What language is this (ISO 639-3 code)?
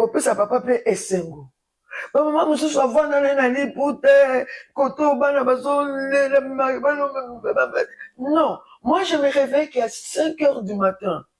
lin